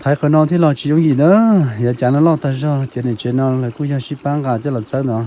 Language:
Hmong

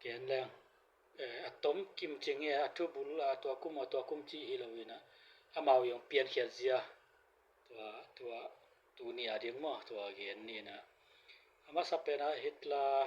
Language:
Tedim Chin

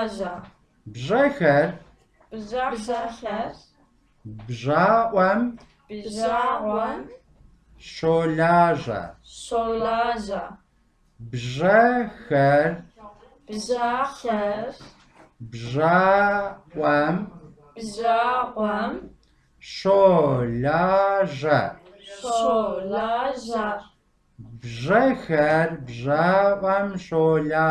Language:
Kabardian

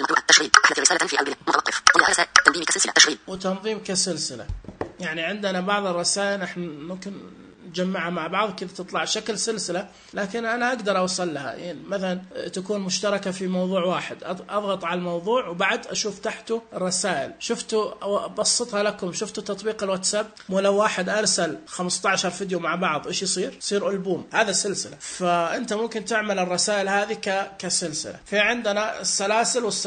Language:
Najdi Arabic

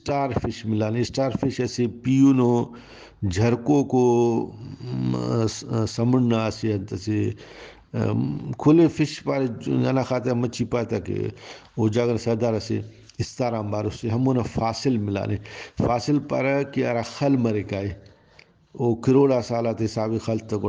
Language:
Brahui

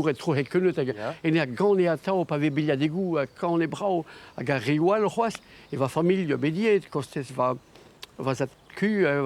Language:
Breton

